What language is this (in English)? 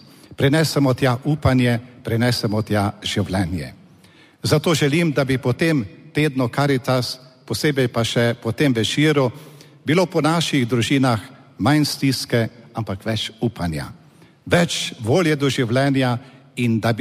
Slovenian